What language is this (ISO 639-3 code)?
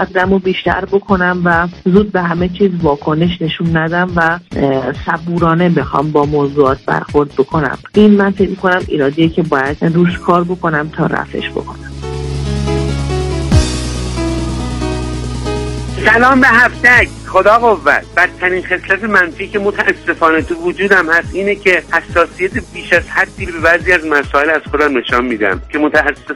fas